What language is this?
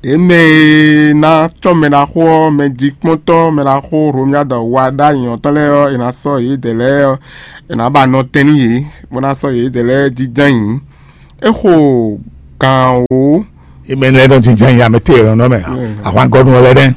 Fon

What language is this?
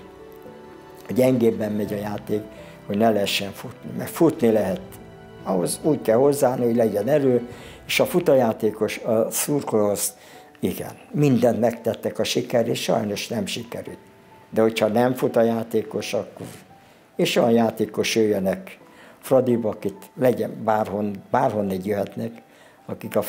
Hungarian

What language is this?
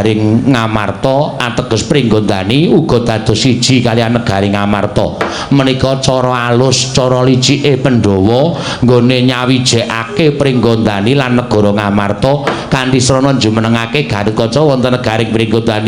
Javanese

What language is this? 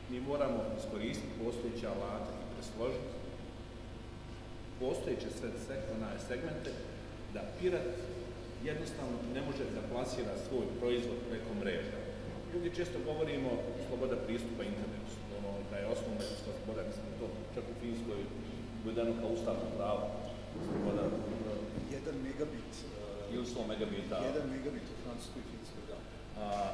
Serbian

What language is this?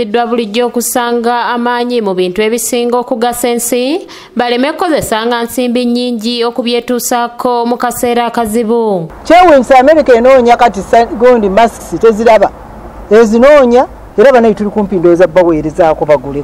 Ganda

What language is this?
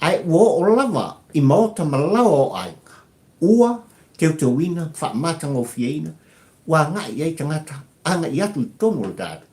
Samoan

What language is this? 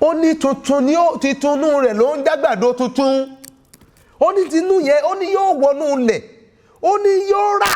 Yoruba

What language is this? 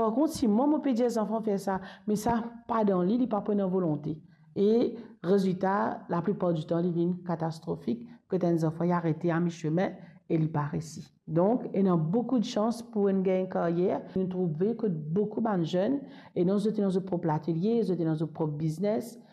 Morisyen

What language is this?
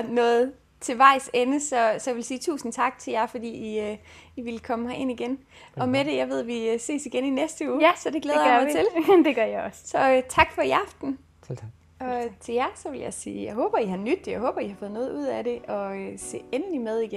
Danish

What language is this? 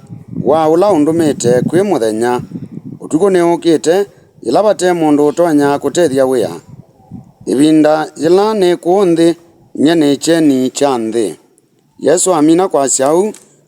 Kamba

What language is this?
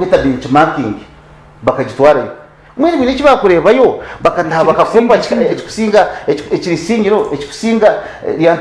Nyankole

